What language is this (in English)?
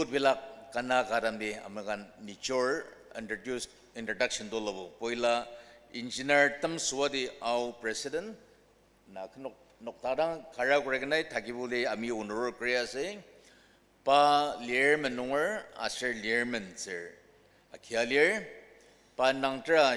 Ao Naga